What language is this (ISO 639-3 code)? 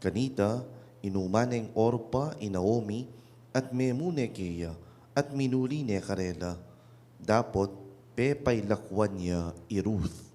pam